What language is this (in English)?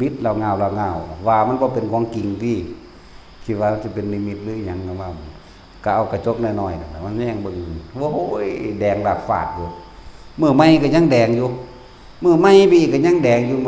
Northeastern Thai